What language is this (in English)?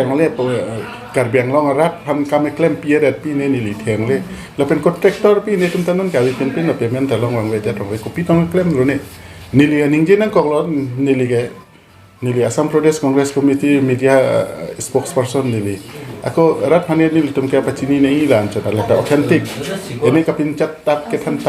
Karbi